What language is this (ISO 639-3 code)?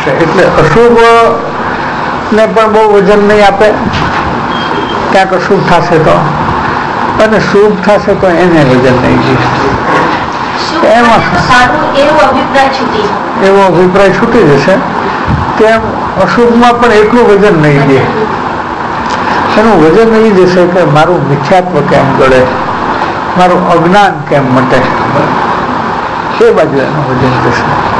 guj